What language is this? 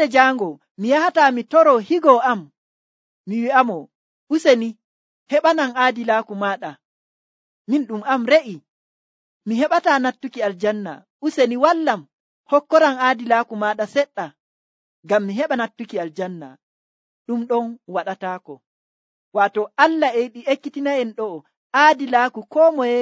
Nigerian Fulfulde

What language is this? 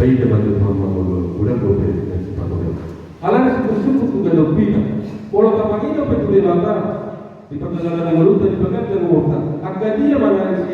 Batak Toba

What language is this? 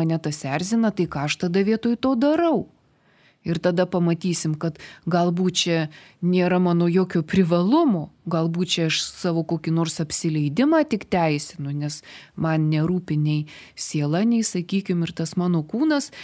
Lithuanian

